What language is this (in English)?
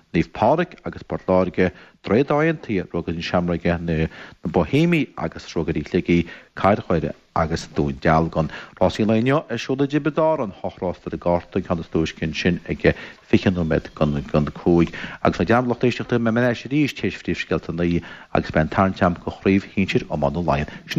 Irish